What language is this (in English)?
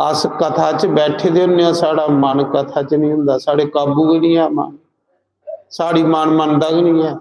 Dogri